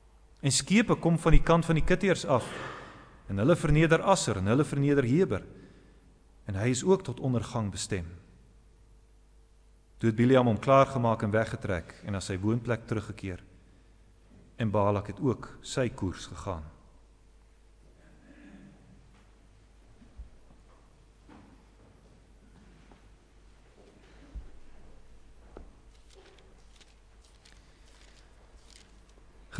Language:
Afrikaans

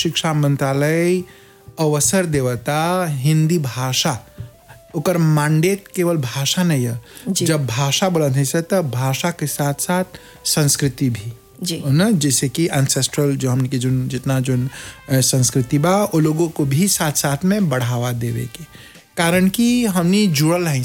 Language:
Bhojpuri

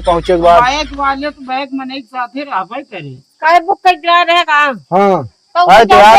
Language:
Awadhi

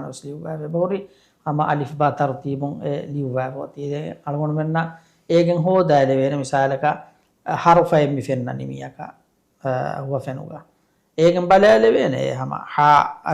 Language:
Divehi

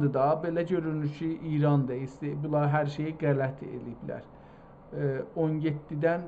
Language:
South Azerbaijani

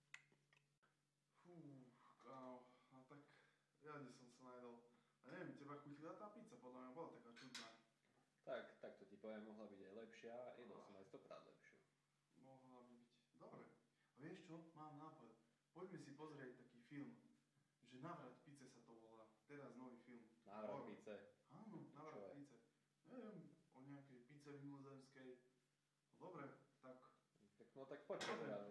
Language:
Slovak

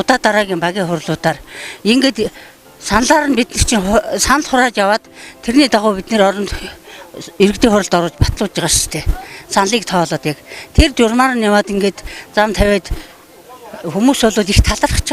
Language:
Mongolian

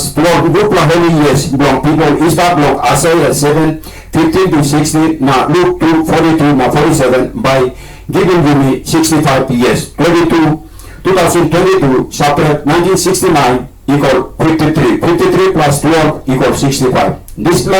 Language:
Tok Pisin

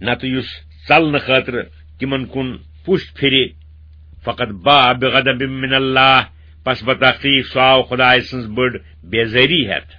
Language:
Kashmiri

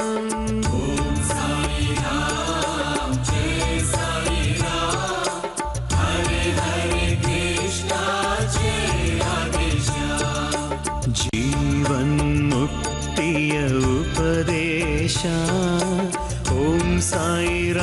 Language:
Kannada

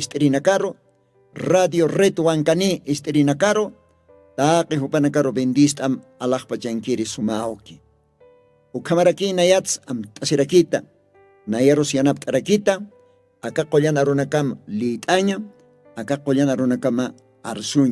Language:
Aymara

